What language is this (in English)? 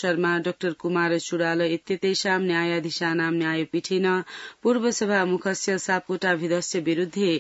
Sanskrit